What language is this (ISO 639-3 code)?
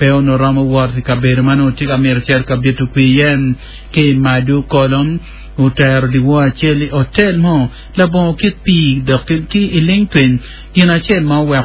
ach